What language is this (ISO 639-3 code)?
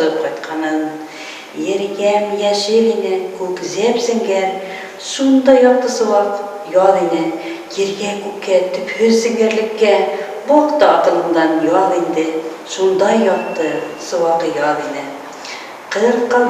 bak